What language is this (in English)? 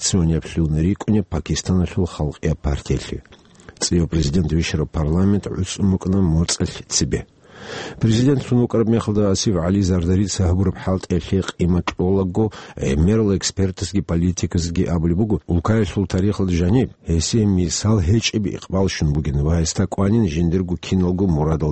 Avaric